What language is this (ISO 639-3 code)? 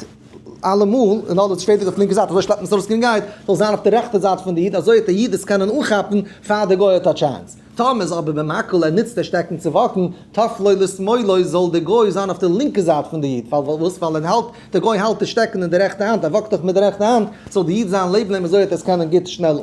yid